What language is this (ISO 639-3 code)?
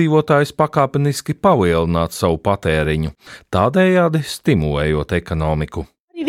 lav